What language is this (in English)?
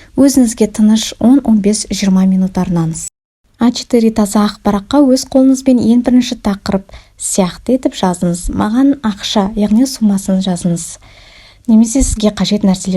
Kazakh